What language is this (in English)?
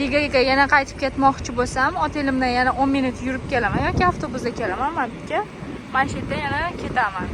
Uzbek